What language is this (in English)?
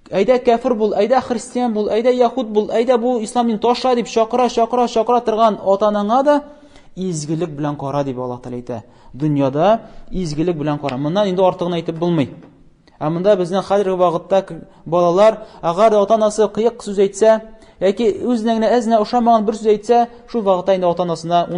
Tatar